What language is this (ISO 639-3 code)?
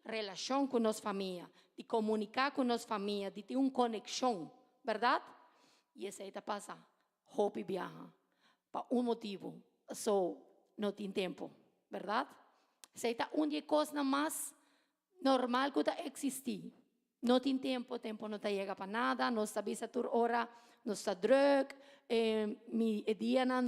pap